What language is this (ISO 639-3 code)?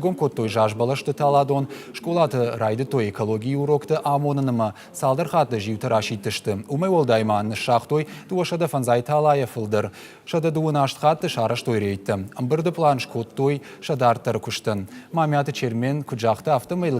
oss